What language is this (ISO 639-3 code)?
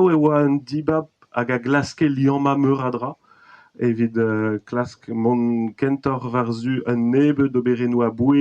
bre